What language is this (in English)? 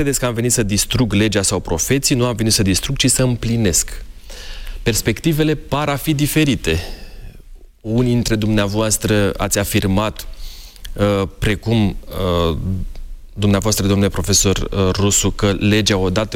Romanian